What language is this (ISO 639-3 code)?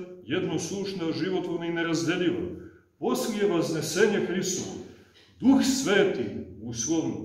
srp